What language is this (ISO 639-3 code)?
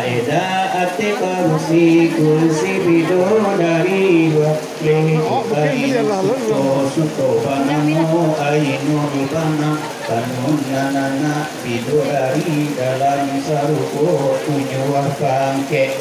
min